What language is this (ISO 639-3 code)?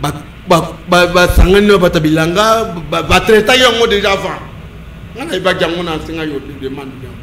lin